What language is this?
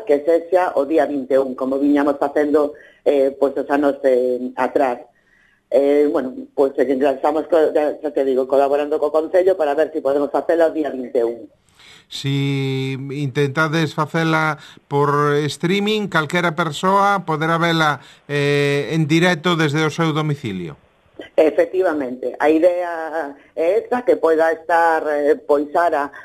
Galician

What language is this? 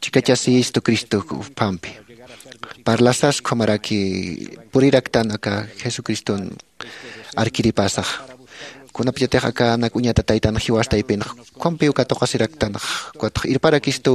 Aymara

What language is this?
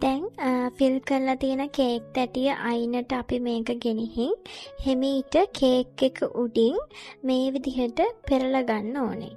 Sinhala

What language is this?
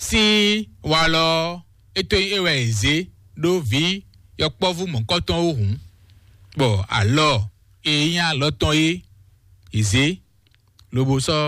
Fon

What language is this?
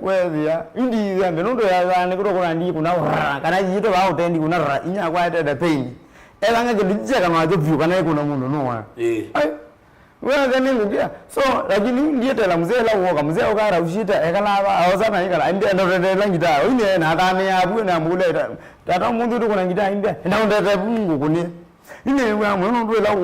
Kamba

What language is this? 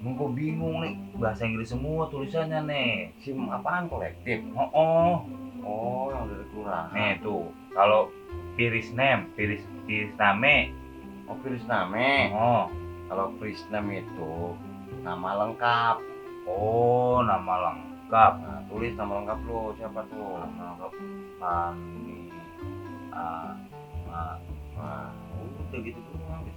Betawi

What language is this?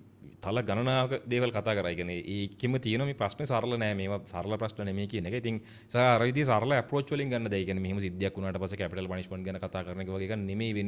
Sinhala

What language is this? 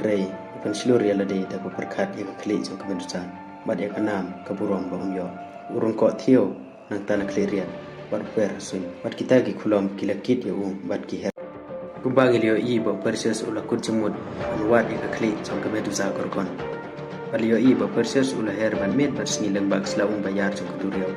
Khasi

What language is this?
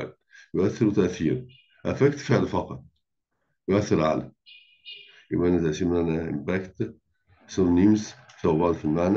Egyptian Arabic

